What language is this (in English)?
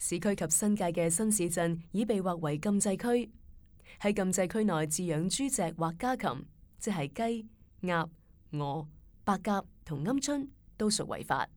Cantonese